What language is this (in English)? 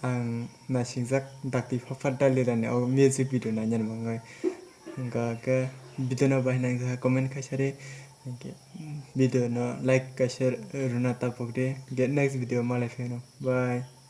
Kok Borok